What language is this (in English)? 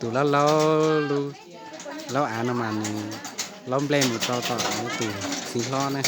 Hmong